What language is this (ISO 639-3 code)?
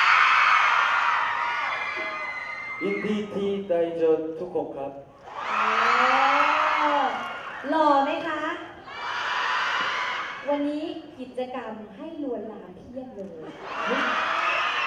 tha